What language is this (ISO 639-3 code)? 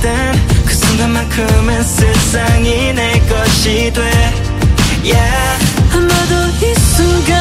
kor